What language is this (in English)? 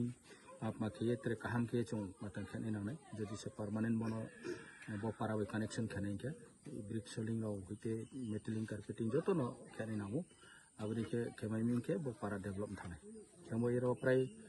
Kok Borok